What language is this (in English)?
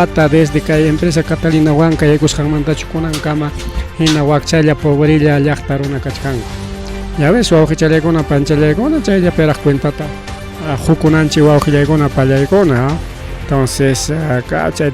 Ayacucho Quechua